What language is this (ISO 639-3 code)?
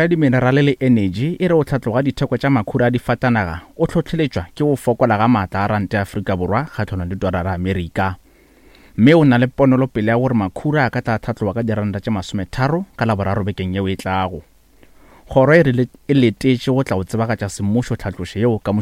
nso